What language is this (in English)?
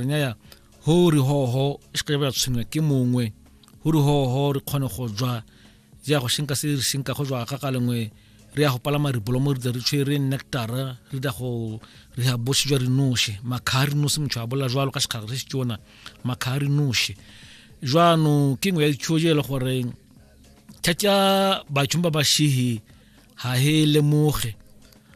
Tswana